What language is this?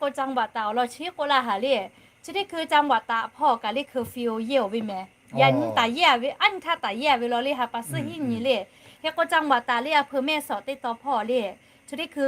Lahu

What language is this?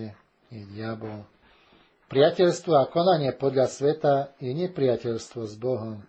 Slovak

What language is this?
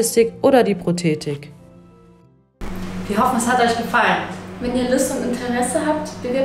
German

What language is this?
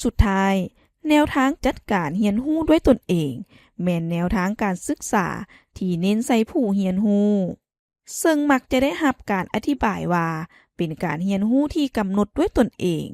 Lao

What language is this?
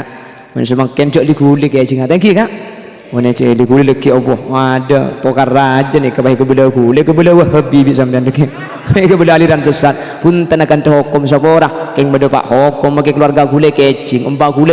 Madurese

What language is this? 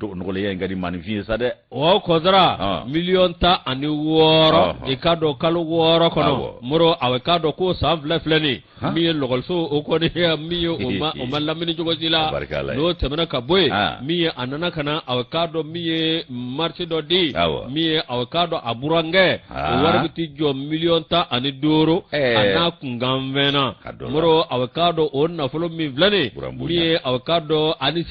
Bambara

